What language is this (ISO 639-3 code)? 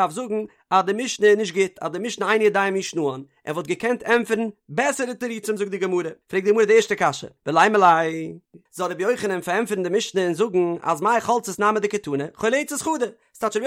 yid